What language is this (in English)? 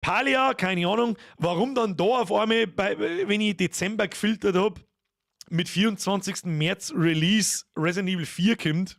Bavarian